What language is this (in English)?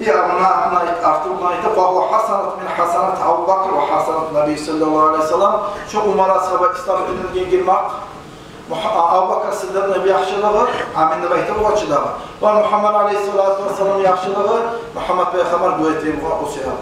Kumyk